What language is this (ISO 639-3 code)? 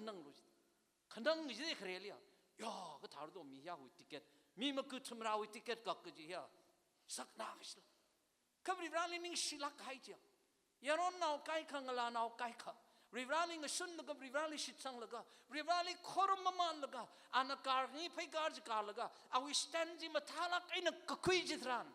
nmf